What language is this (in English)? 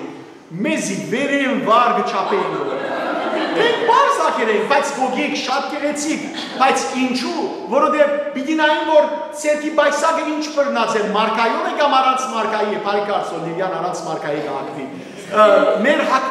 Western Armenian